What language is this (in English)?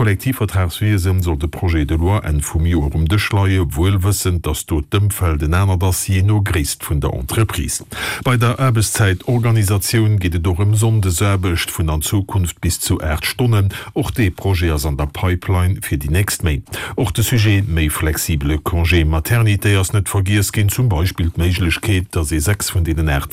Luxembourgish